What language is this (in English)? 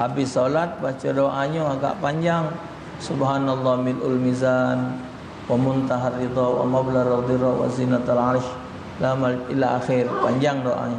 Musi